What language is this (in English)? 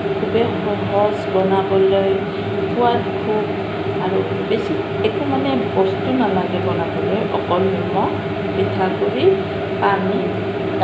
Assamese